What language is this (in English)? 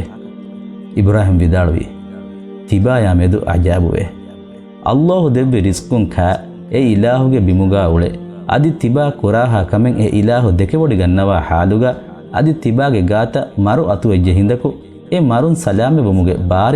Divehi